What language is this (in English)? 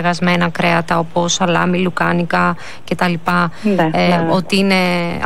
Greek